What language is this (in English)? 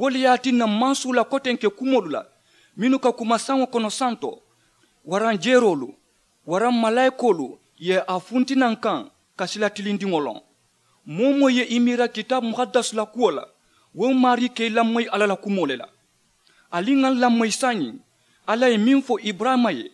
Mandingo